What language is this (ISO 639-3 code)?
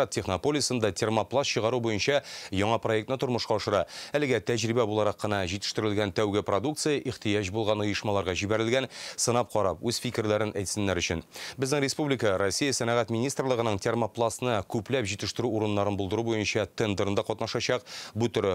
tat